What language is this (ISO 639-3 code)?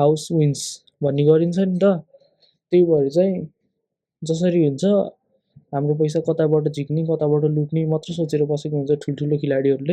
nep